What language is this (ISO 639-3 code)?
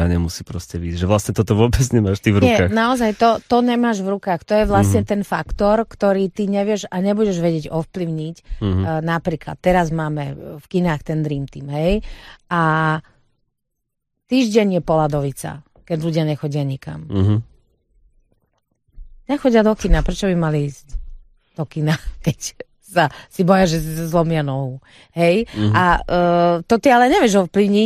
slk